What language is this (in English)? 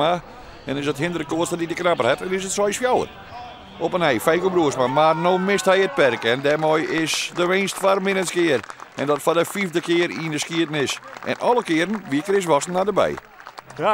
Western Frisian